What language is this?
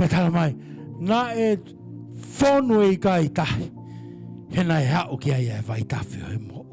Tongan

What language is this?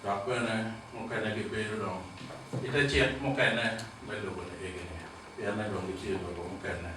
Acoli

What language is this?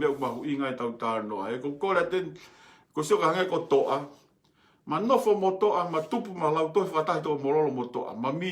Tongan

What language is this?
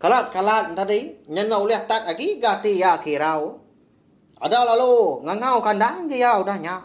Iban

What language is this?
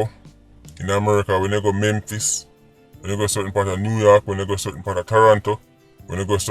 Jamaican Creole English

